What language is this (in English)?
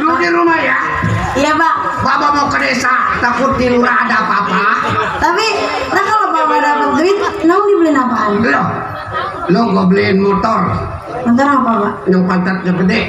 Betawi